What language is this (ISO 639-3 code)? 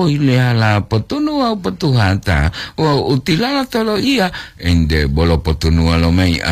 gor